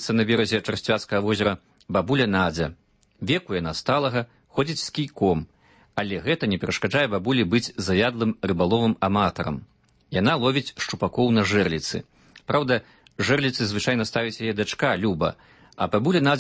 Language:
Belarusian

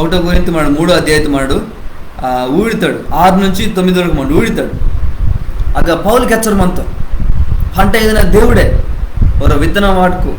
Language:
Koya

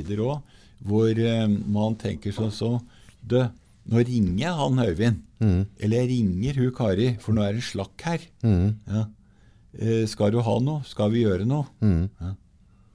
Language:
Norwegian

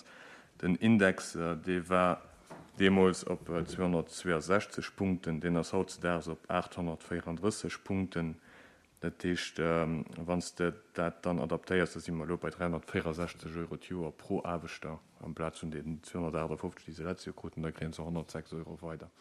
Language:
Luxembourgish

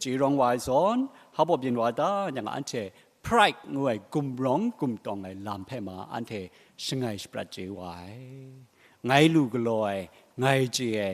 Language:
Kachin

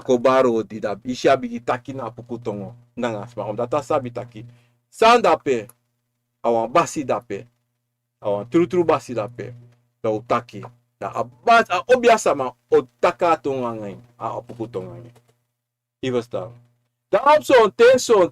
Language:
Sranan Tongo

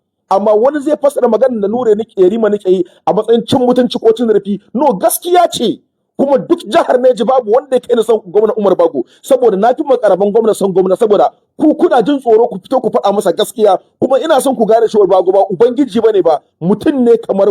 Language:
Hausa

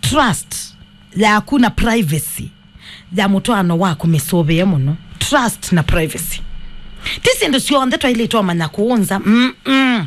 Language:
Kamba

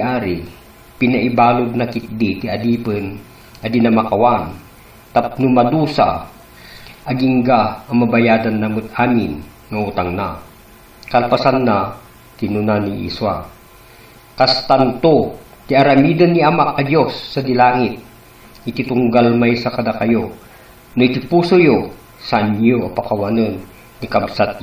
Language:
Iloko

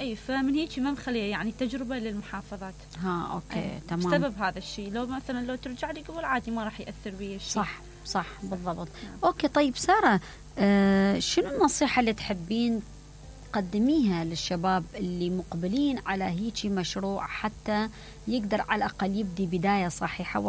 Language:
Mesopotamian Arabic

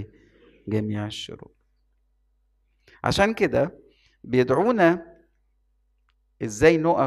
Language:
Egyptian Arabic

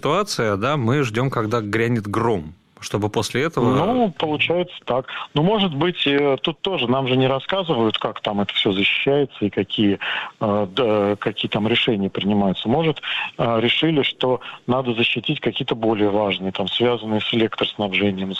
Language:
Russian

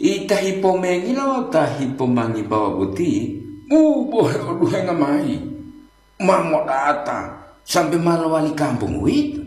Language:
Gorontalo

